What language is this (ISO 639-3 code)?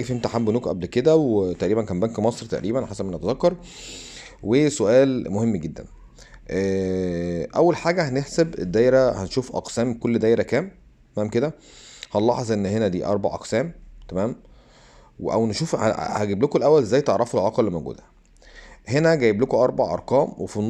arz